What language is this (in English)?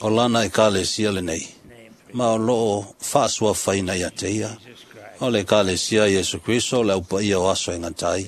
Samoan